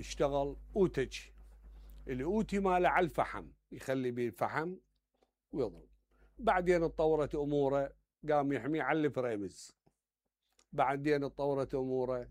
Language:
Mesopotamian Arabic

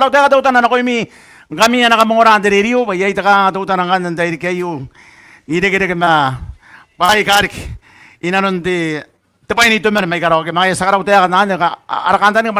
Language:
Gilbertese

